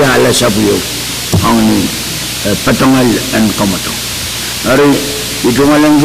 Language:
Pohnpeian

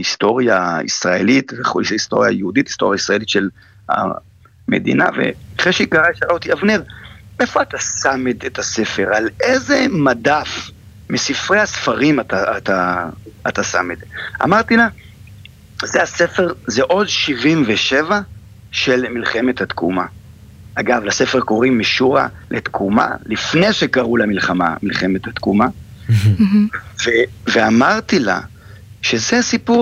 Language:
Hebrew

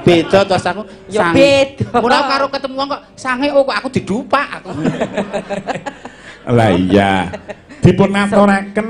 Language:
Javanese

